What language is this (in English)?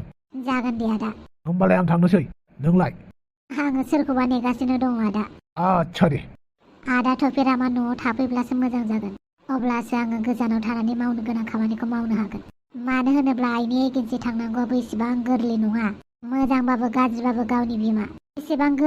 Bodo